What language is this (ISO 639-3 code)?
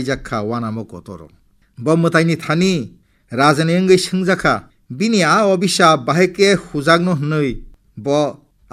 trp